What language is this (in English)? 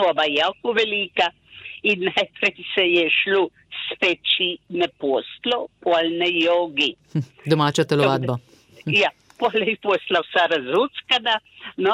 Slovenian